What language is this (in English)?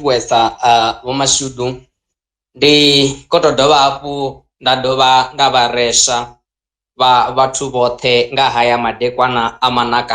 Venda